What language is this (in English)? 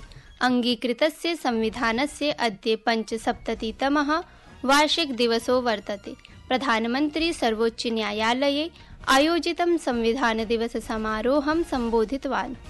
Sanskrit